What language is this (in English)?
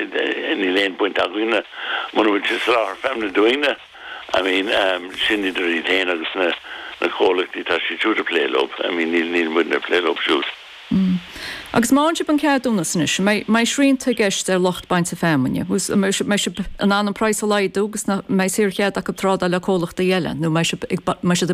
Irish